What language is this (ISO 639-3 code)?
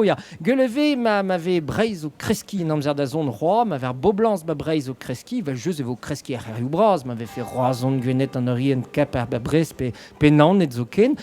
bre